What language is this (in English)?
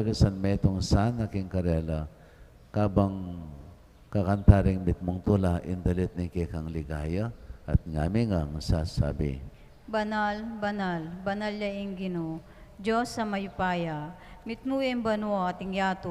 Pampanga